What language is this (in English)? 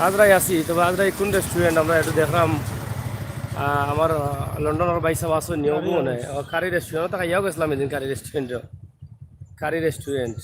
Sylheti